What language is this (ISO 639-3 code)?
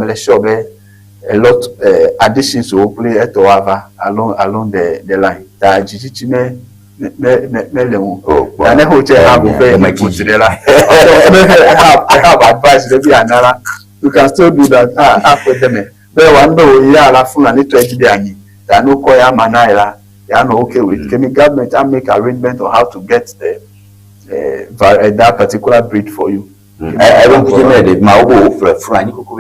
ewe